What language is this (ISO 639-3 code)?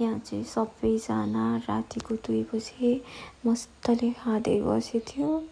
nep